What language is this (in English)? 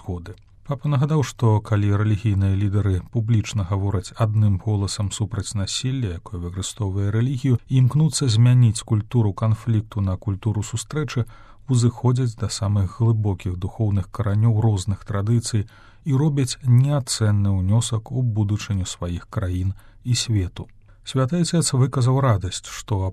Belarusian